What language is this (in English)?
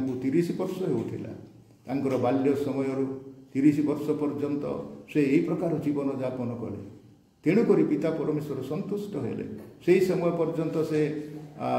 Odia